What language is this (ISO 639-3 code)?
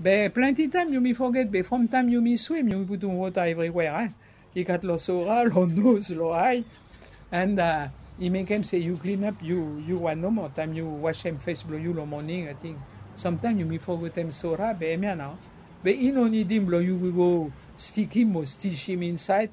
bis